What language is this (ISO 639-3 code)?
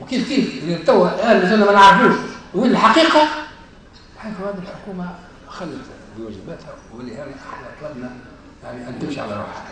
aeb